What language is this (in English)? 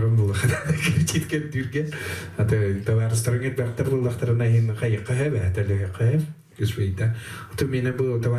Yakut